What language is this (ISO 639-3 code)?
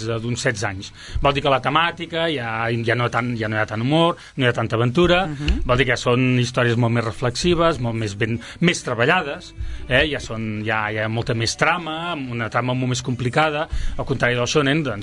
cat